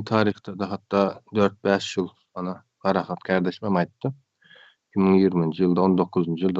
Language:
Turkmen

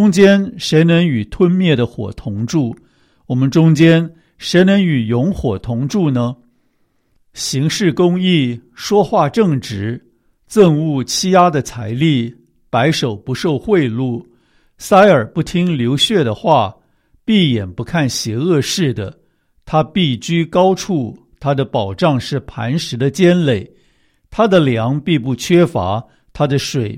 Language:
Chinese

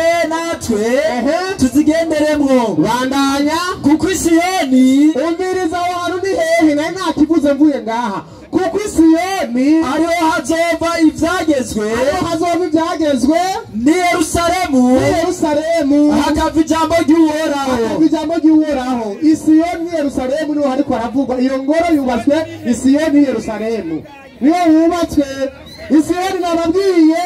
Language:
Rundi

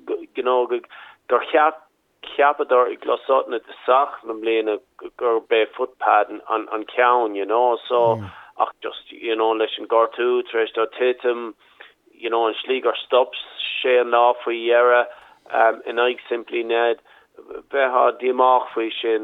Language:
Irish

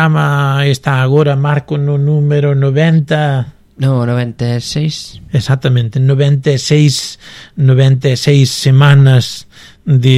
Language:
Galician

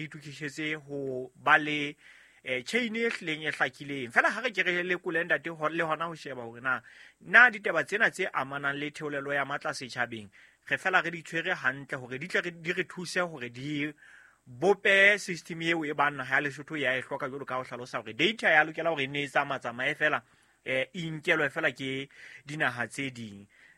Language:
Southern Sotho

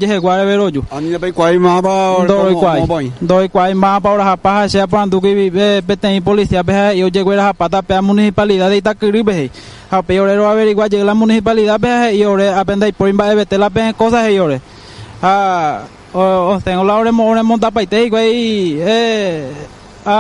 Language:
Guarani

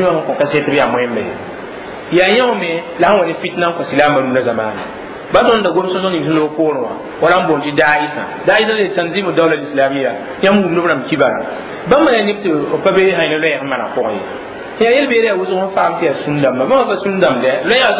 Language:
Mossi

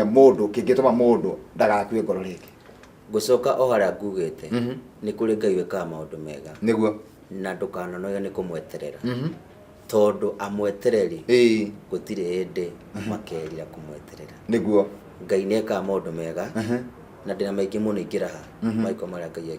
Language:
Kikuyu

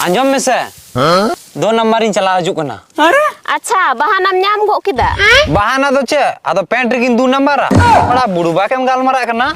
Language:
Santali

